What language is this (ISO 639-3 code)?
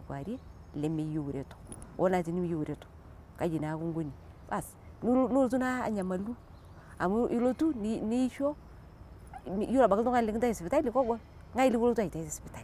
mas